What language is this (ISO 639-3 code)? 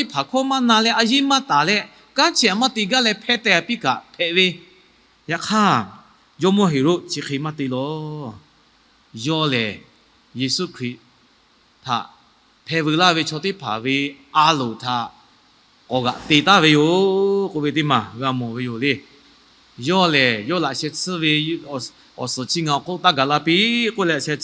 lhu